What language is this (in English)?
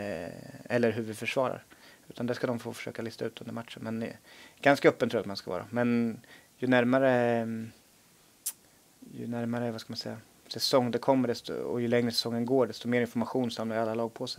Swedish